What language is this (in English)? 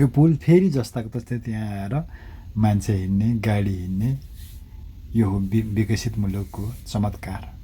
Nepali